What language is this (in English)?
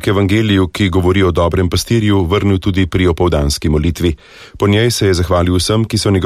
Slovenian